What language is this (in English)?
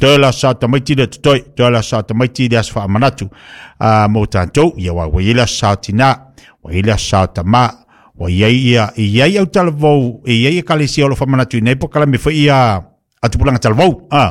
Samoan